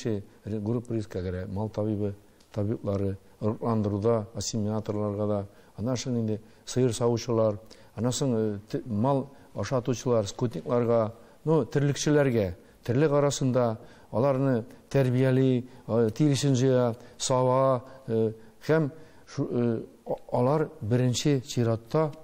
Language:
Tatar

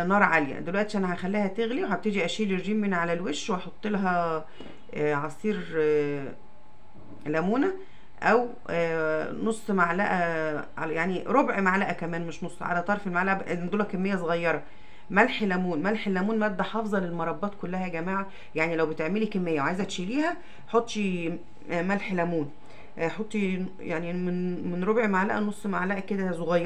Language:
Egyptian Arabic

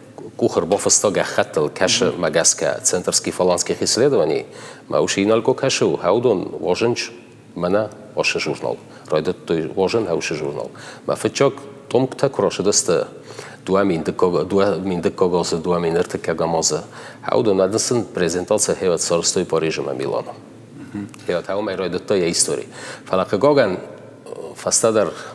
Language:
Ossetic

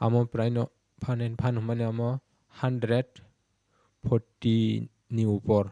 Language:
Kok Borok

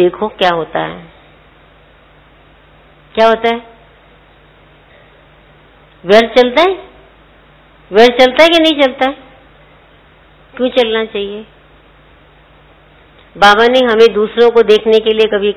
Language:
Hindi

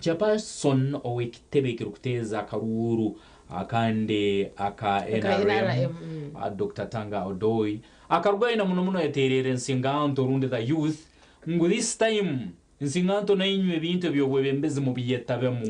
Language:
Nyankole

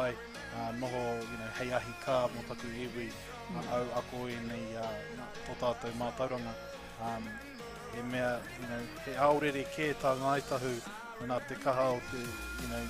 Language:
Māori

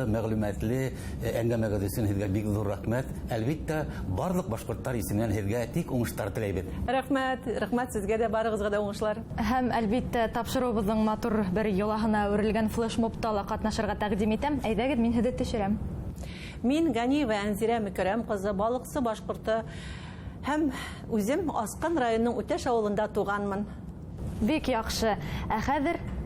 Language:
Bashkir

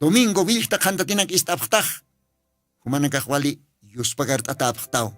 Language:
Aymara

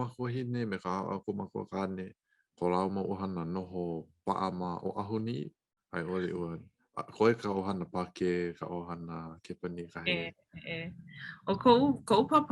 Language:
Hawaiian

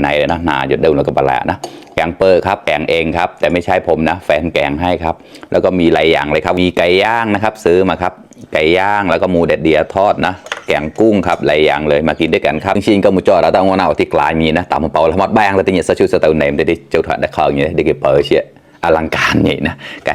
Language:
Mon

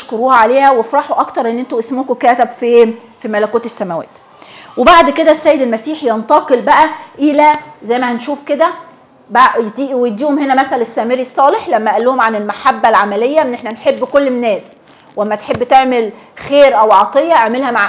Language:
Egyptian Arabic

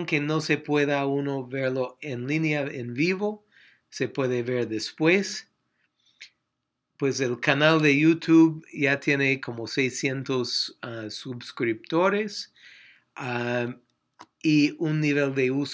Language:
Spanish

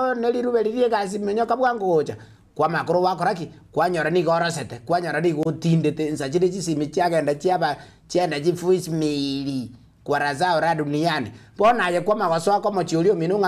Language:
Gusii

